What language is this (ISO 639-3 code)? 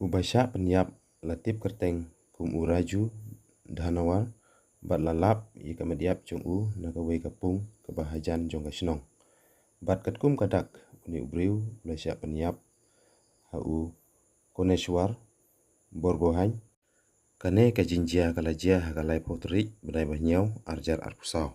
kha